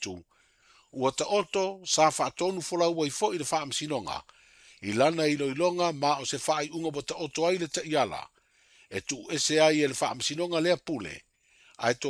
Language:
Samoan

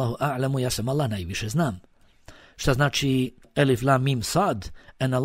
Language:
Bosnian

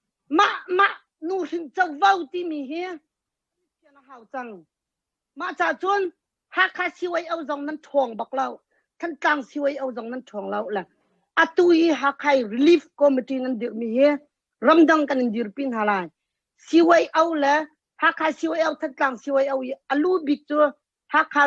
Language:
Hakha Chin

